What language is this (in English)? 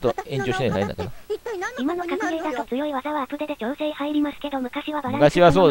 Japanese